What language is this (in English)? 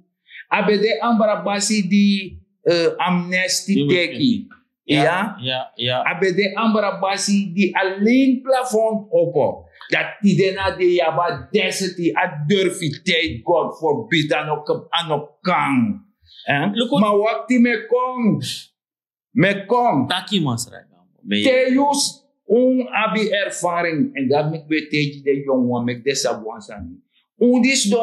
Sranan Tongo